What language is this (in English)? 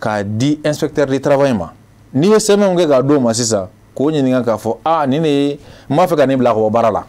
Bambara